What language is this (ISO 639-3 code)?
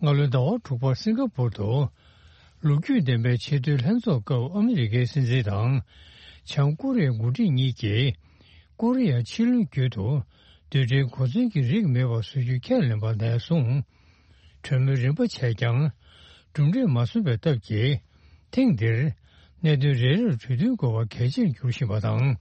bod